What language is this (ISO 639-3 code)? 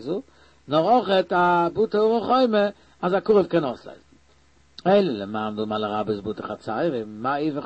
yid